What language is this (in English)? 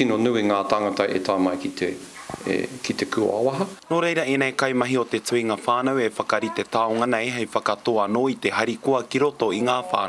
Māori